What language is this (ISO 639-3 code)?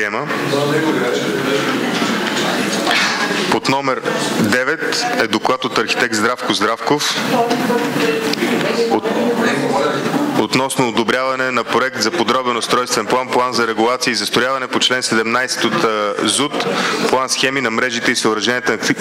bul